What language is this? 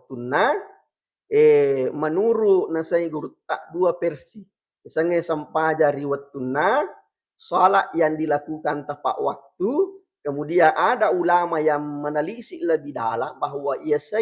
Buginese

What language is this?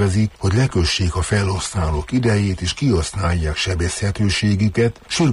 Hungarian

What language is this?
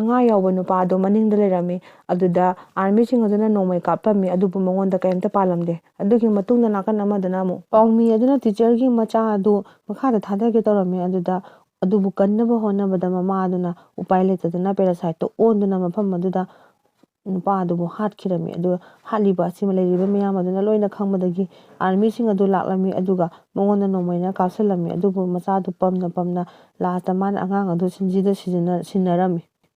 Manipuri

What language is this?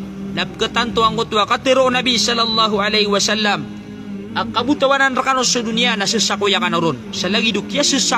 Maranao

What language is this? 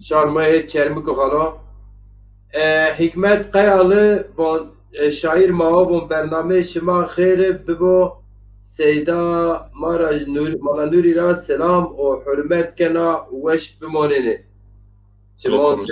Zaza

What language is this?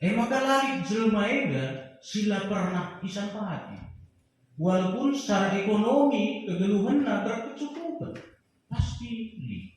Batak Karo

